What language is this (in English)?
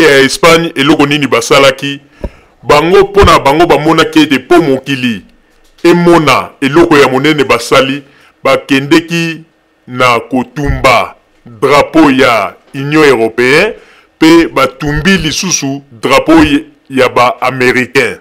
Lingala